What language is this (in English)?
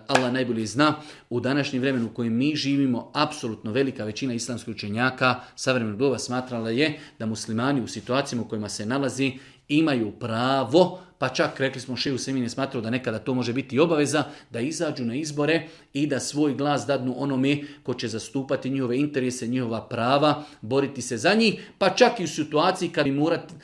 Bosnian